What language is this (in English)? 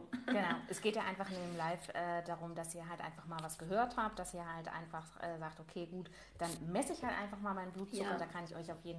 German